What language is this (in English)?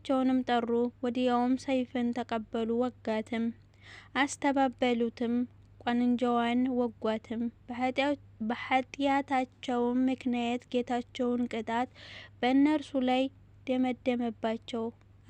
Amharic